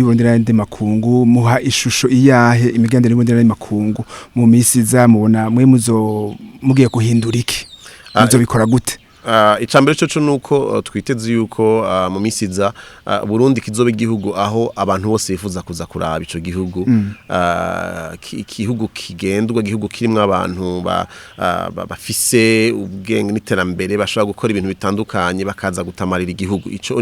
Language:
Rundi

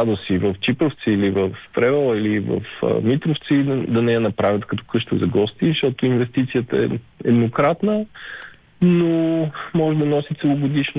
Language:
Bulgarian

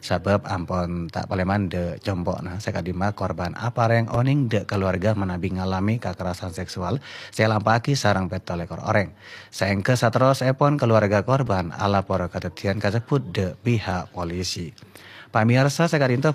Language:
Madurese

